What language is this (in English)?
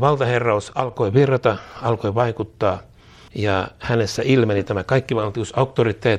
Finnish